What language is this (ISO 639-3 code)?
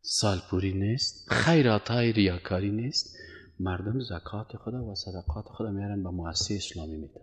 fas